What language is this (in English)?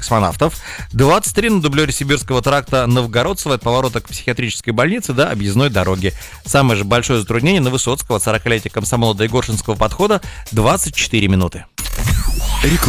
Russian